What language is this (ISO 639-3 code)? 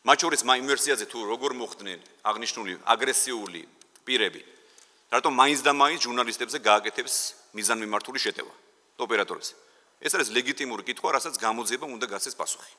kat